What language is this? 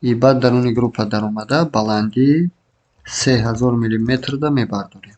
Tajik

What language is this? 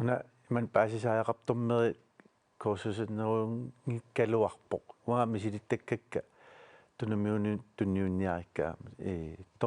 Kalaallisut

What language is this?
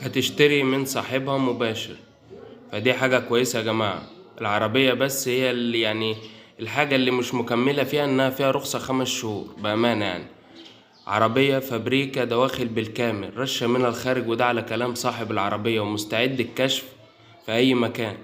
Egyptian Arabic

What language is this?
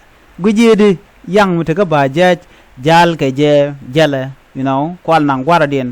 Nuer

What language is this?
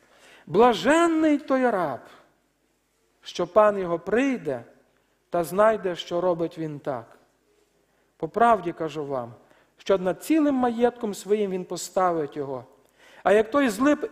Ukrainian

